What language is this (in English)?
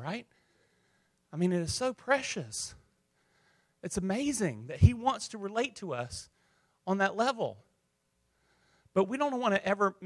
English